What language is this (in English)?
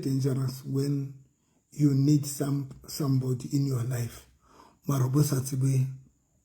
Southern Sotho